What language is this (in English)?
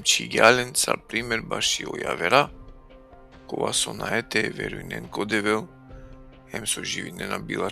Balkan Romani